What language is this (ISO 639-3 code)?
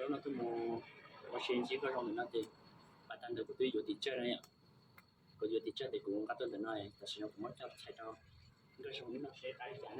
hmn